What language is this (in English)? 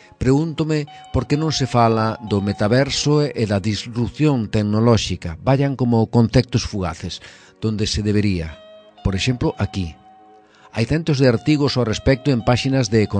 Galician